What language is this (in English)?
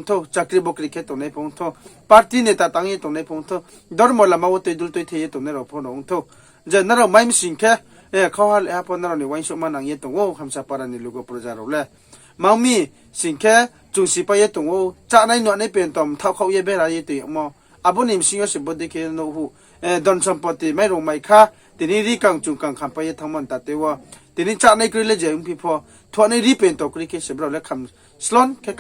Riang (India)